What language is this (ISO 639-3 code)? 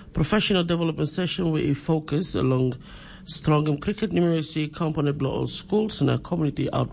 tpi